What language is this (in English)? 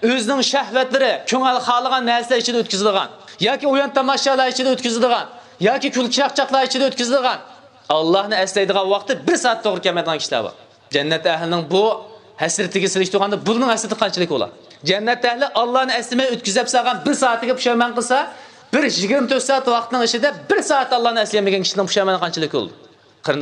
Uyghur